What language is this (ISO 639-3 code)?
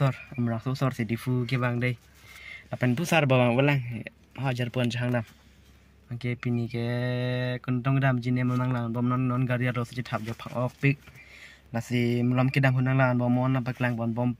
mjw